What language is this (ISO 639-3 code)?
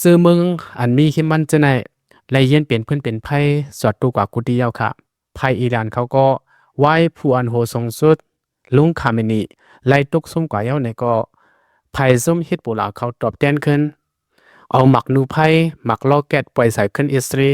lao